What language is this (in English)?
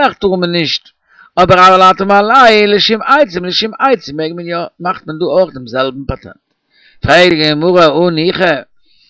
Yiddish